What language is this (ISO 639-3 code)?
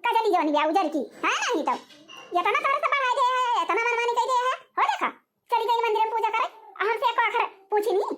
awa